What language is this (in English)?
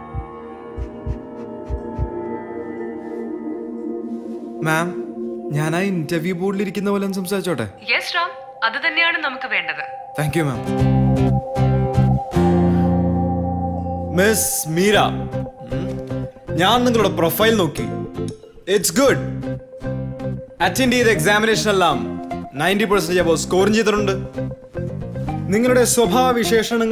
Malayalam